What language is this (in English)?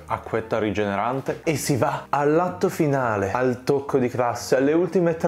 Italian